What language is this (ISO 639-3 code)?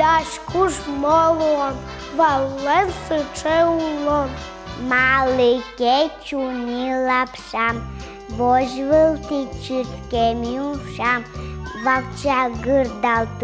udm